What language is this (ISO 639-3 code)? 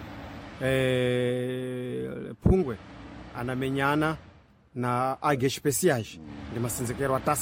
seh